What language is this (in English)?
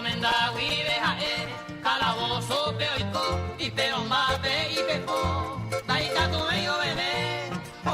Guarani